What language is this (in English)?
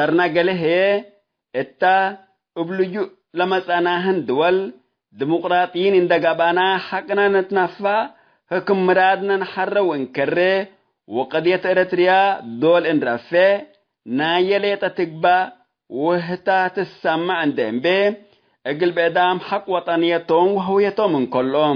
Tigre